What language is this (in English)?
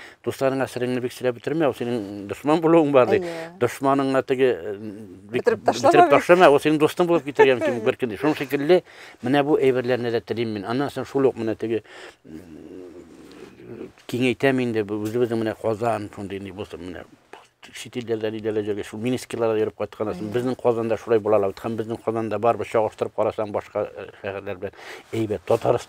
Tatar